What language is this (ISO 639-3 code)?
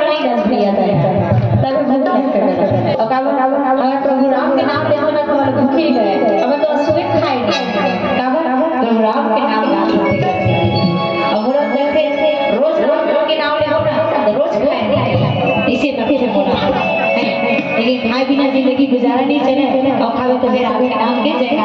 hne